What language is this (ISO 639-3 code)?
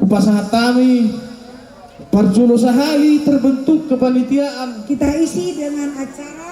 bbc